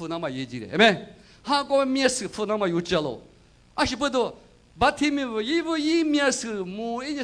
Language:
Lisu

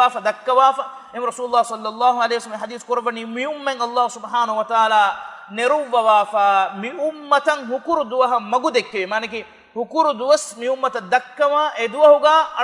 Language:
Divehi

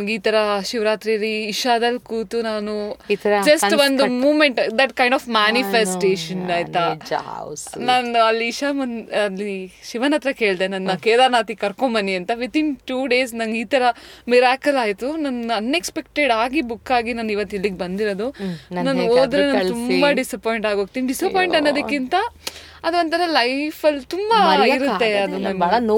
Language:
Kannada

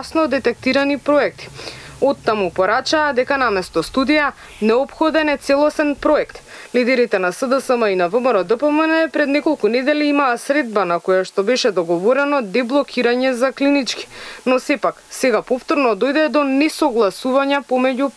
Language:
Macedonian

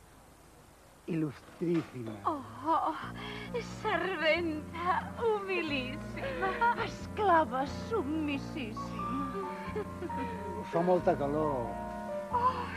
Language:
Catalan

